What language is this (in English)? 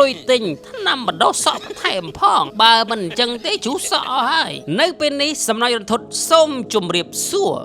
Khmer